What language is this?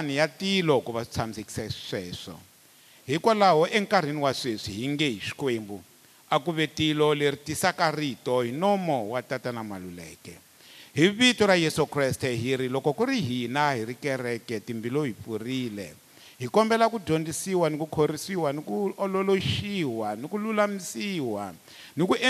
Tsonga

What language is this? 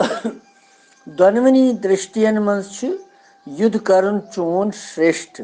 Kashmiri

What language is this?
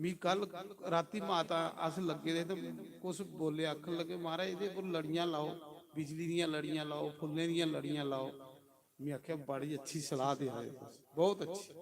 Dogri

